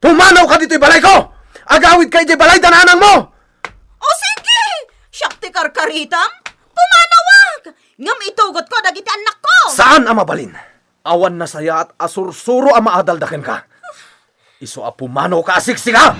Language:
Iloko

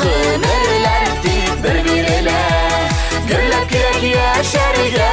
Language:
Bashkir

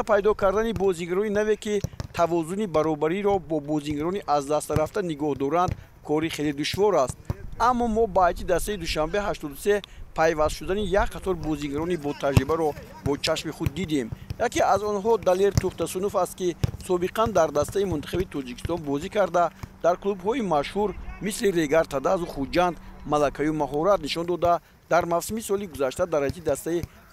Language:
Tajik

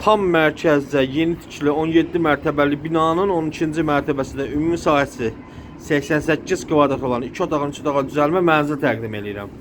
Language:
Azerbaijani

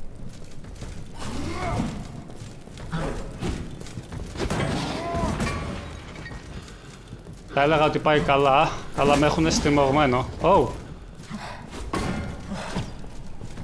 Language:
Greek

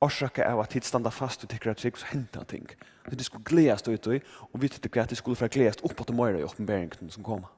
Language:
Faroese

